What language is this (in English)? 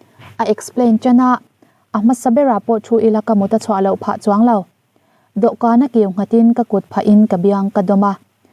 Mizo